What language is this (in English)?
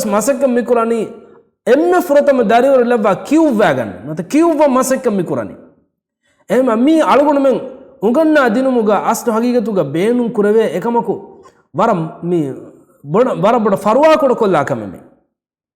Divehi